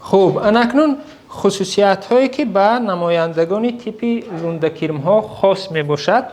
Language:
Tajik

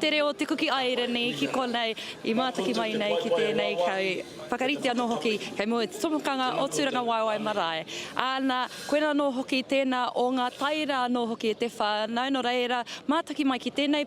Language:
Māori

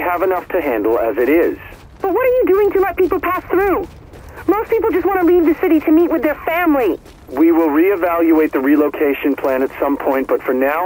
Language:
English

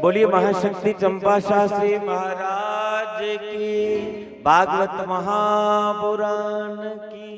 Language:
Dogri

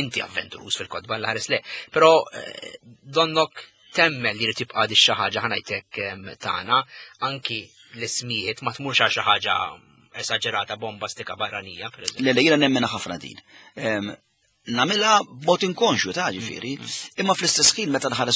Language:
Maltese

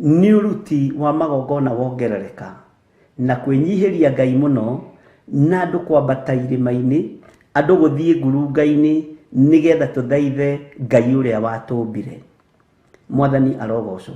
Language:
Kikuyu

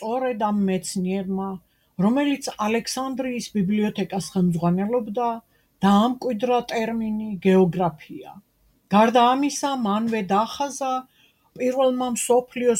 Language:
Georgian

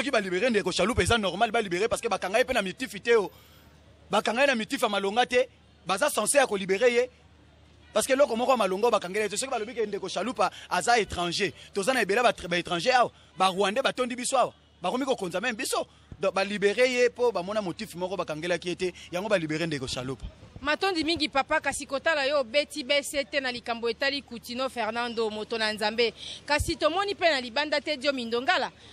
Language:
Lingala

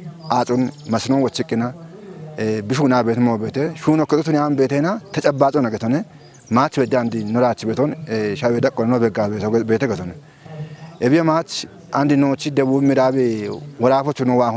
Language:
Kafa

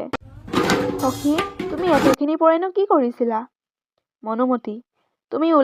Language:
Assamese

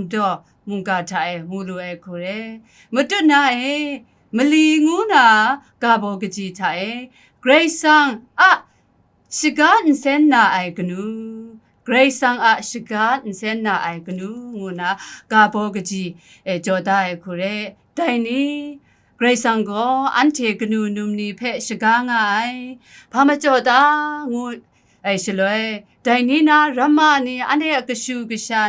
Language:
Kachin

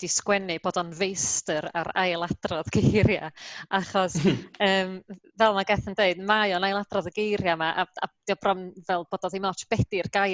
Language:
Welsh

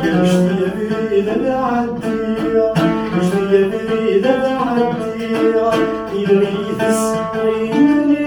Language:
Kabyle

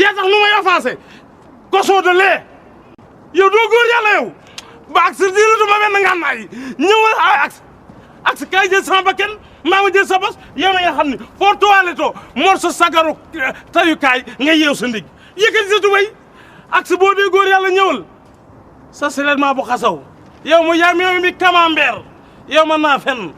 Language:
Wolof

